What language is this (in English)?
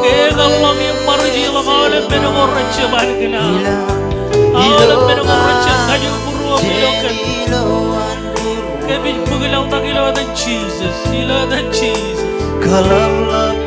Marshallese